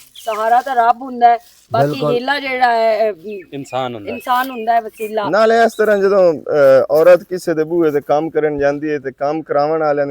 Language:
Western Panjabi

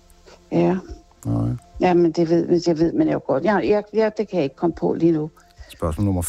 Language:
Danish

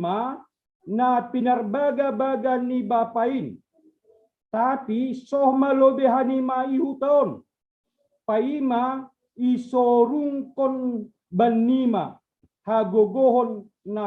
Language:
Batak Simalungun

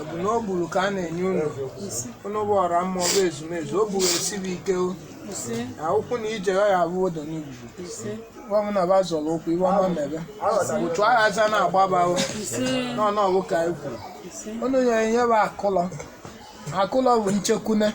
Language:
Igbo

